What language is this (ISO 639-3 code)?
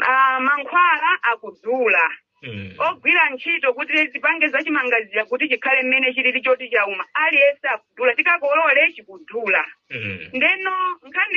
nya